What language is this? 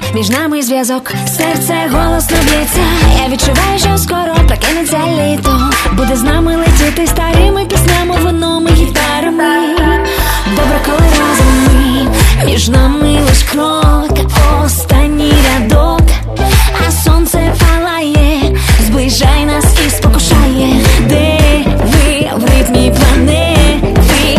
Ukrainian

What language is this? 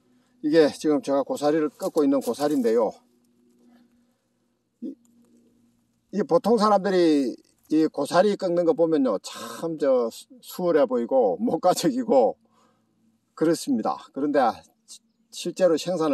Korean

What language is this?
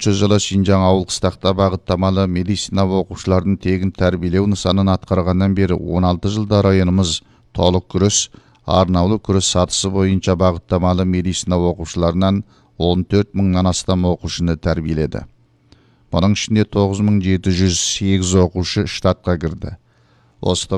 Kazakh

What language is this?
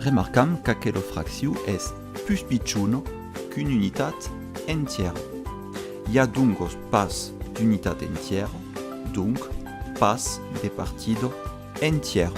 Occitan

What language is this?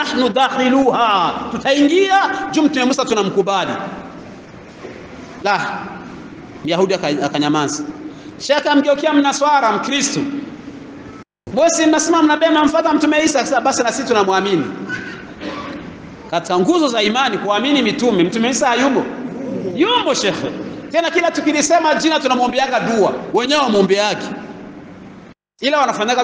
Swahili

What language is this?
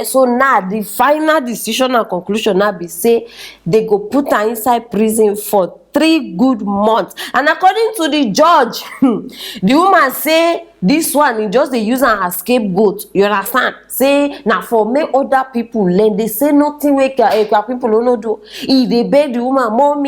Nigerian Pidgin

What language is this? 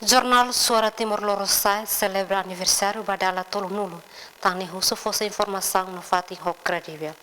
Tetum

